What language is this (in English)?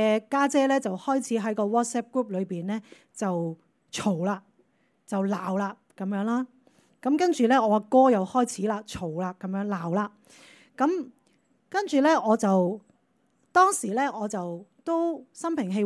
Cantonese